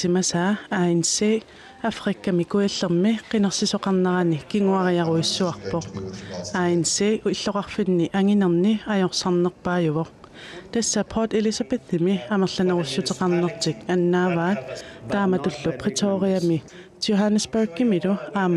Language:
Kalaallisut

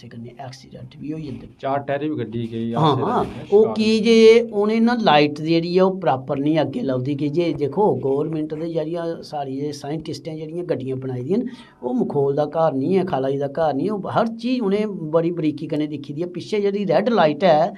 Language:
Dogri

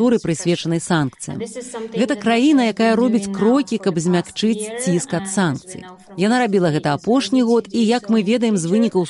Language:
Belarusian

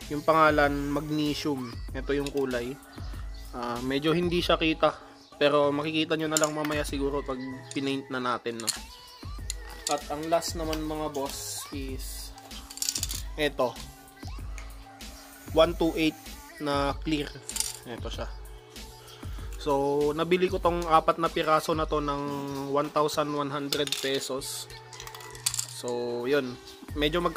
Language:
Filipino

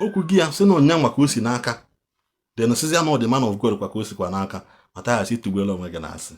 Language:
Igbo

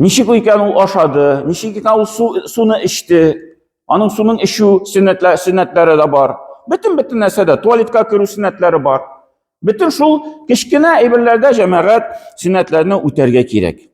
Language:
Tatar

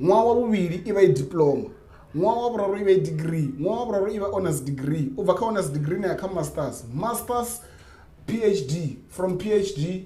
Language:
Venda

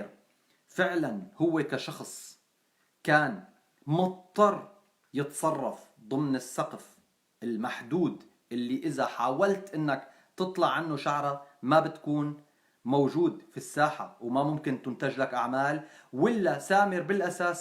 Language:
North Levantine Arabic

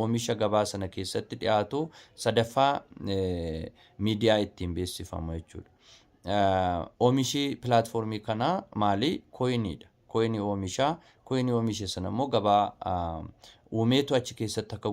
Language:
Oromo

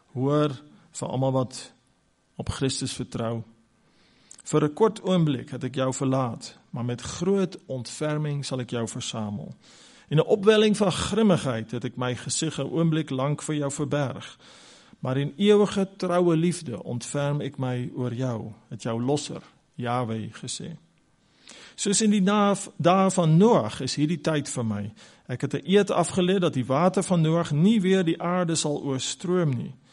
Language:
Afrikaans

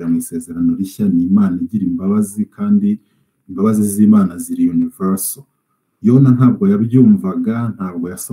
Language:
Kinyarwanda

